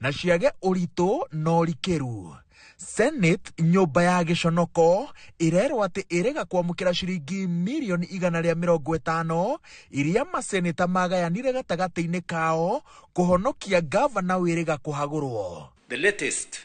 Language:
Kikuyu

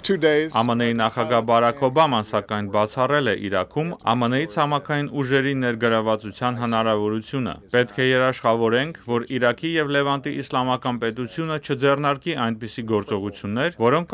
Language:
Armenian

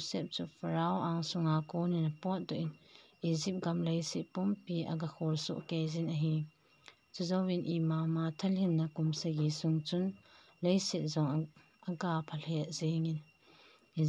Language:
Thado Chin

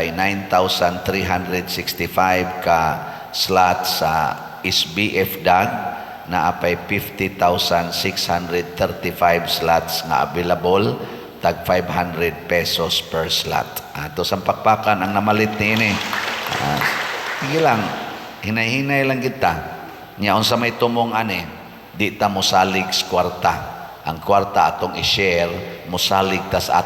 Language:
Cebuano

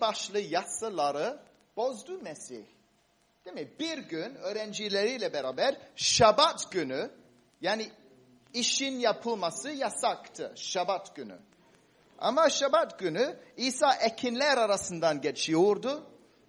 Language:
Turkish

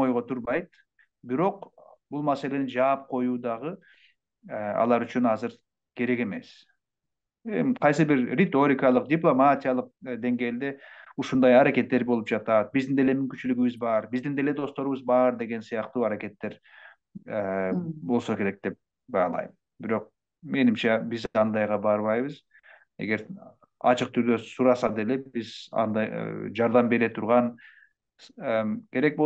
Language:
Kyrgyz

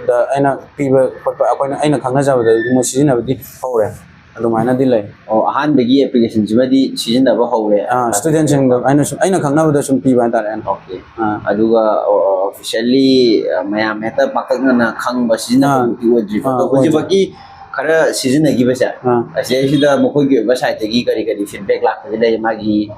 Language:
Manipuri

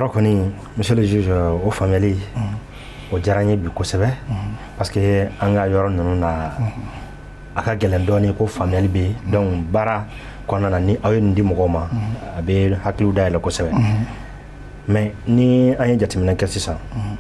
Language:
Bambara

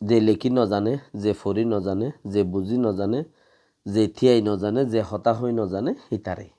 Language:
Rohingya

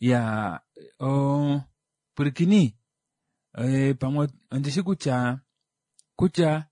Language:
Kuanyama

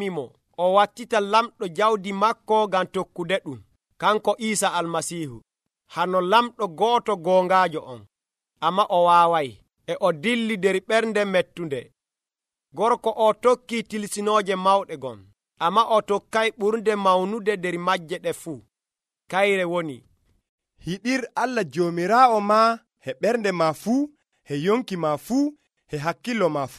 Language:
Nigerian Fulfulde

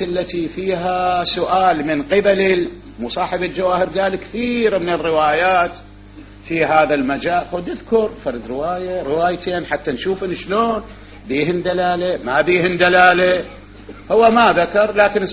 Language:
Mesopotamian Arabic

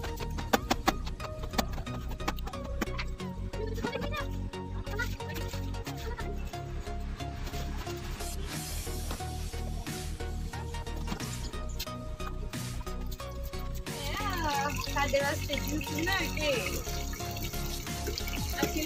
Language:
Punjabi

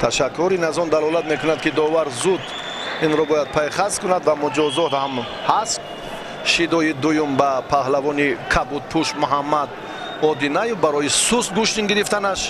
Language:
Tajik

